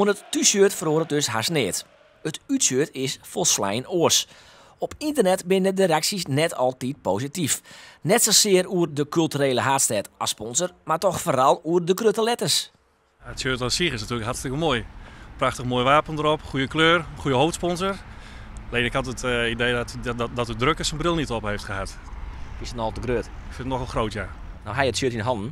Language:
Western Frisian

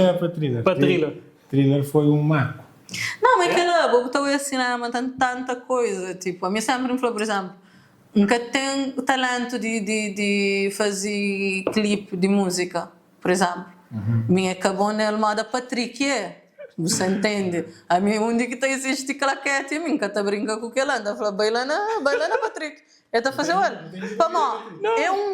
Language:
Kabuverdianu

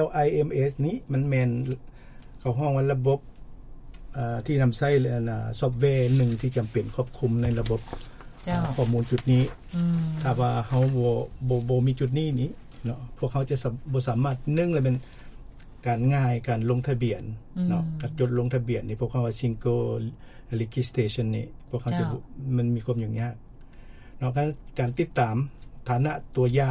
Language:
Lao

